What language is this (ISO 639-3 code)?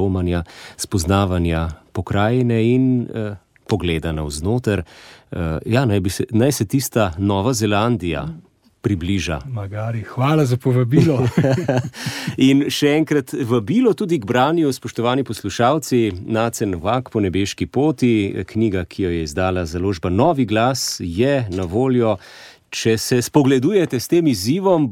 slv